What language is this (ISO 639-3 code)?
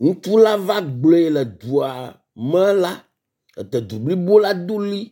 ewe